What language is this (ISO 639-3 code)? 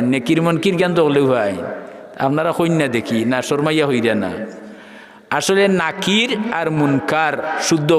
syl